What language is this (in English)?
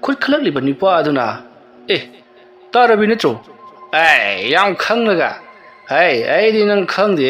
Manipuri